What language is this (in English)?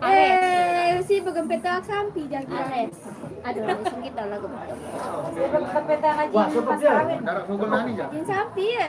Sasak